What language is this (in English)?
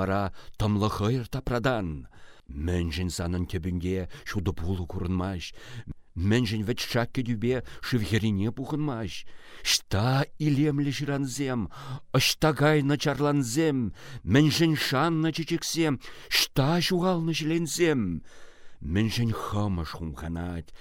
Chuvash